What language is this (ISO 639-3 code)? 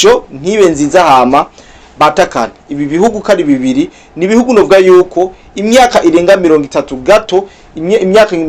run